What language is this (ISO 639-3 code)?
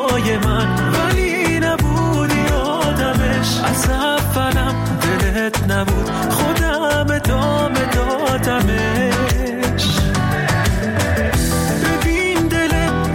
fas